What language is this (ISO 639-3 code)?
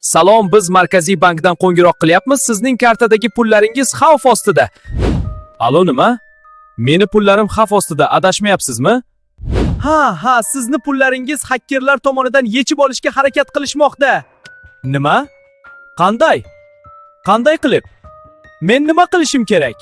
uzb